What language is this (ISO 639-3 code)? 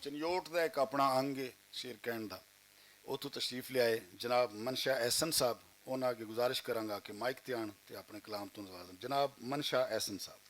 lah